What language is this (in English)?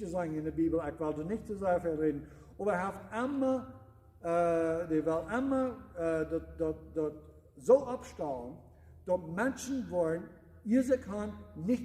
Plautdietsch